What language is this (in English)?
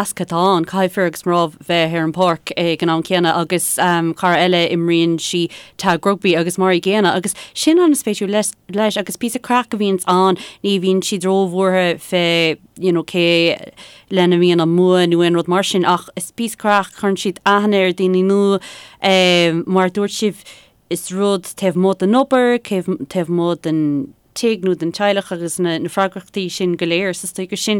Irish